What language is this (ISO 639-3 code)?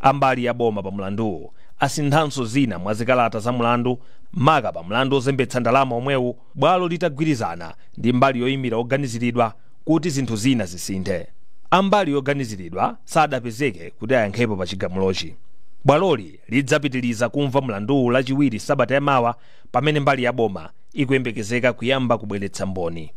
nya